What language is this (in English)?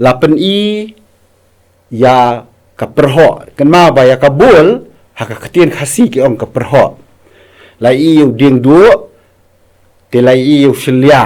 Khasi